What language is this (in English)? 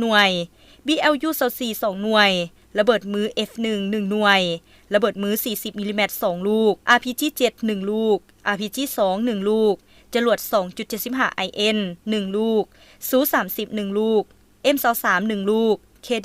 Lao